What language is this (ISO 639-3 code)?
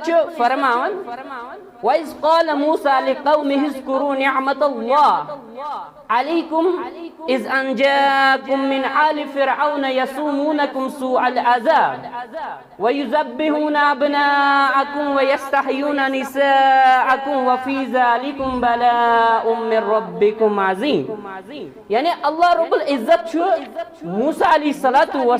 kas